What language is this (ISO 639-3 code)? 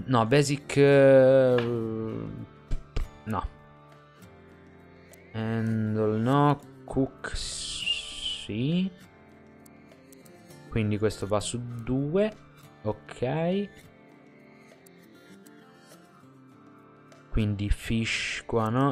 ita